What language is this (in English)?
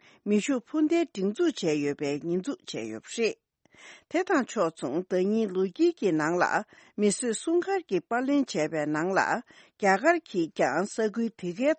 Tibetan